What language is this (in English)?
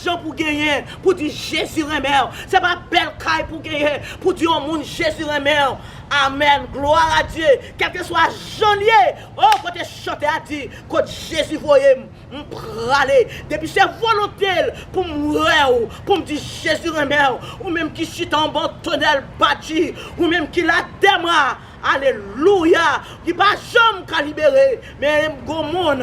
Haitian Creole